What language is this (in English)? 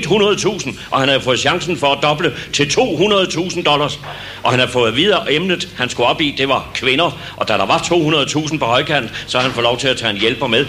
Danish